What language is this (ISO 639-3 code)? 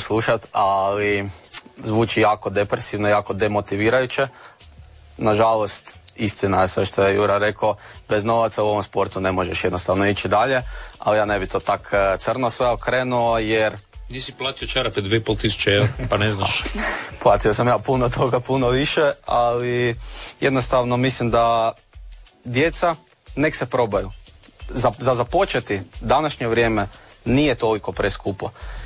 hrv